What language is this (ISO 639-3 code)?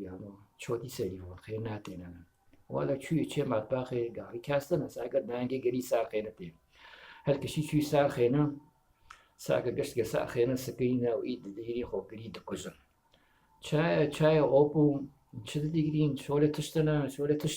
kur